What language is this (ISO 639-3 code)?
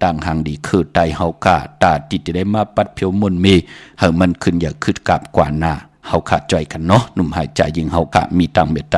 shn